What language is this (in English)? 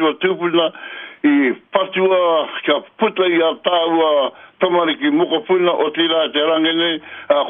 Māori